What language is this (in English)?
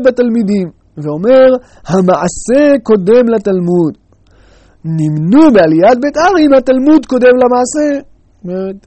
Hebrew